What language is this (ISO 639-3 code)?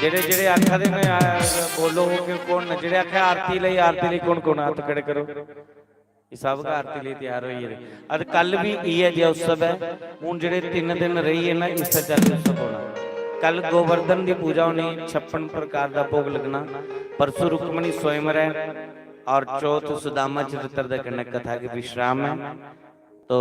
doi